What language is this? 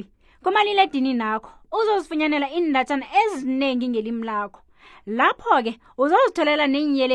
South Ndebele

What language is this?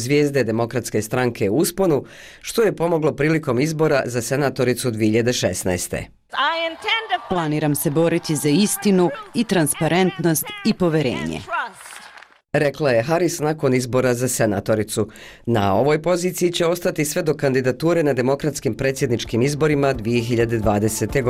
Bosnian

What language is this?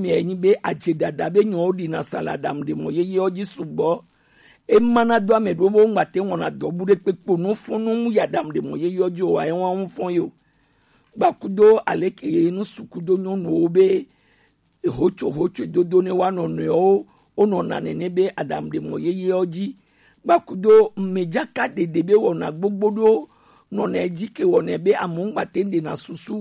Gen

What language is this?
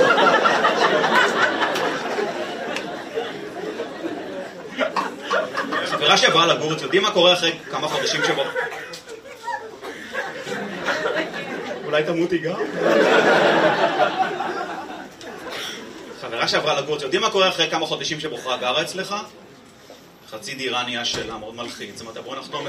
Hebrew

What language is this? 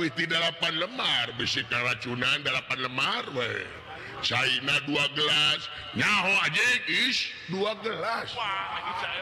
Sundanese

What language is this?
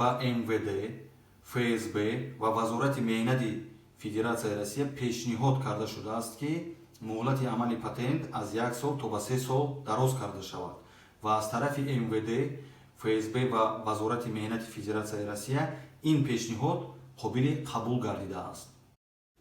Tajik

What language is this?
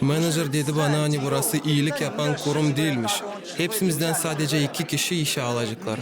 Gagauz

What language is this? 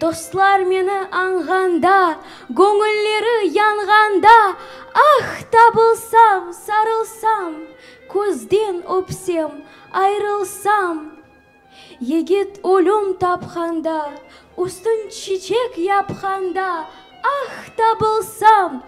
Crimean Tatar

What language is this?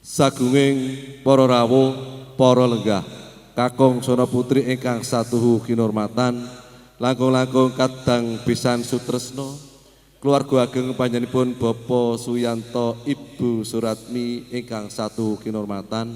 Javanese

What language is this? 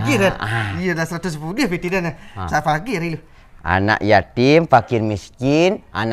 Minangkabau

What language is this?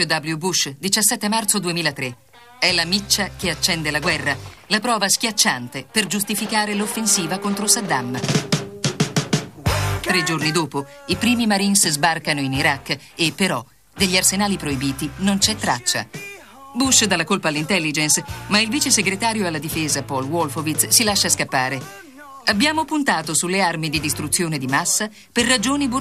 Italian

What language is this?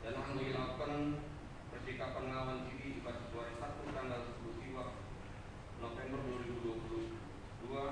Batak Karo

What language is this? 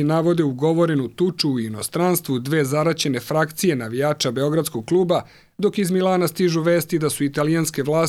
Serbian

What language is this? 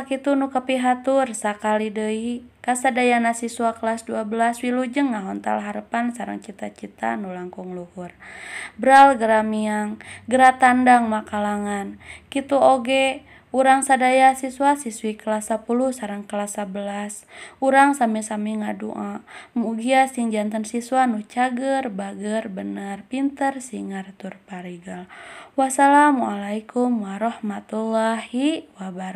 Sundanese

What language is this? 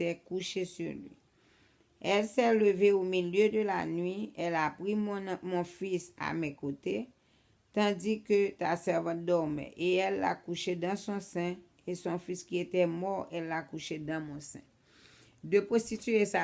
Haitian Creole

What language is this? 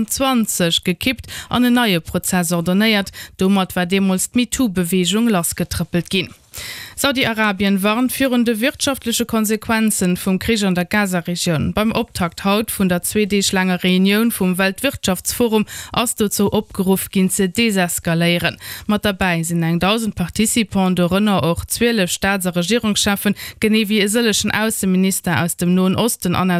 Luxembourgish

